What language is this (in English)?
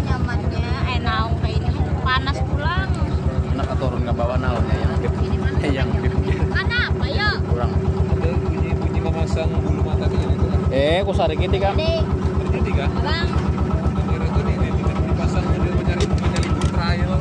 Banjar